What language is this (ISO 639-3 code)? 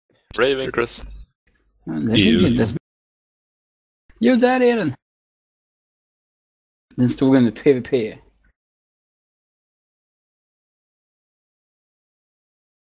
swe